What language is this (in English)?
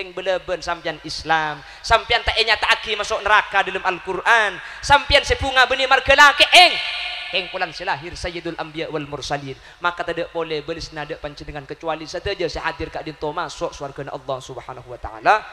Madurese